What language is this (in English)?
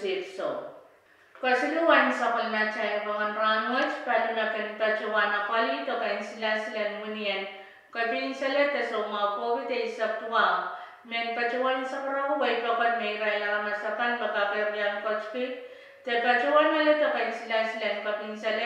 Pohnpeian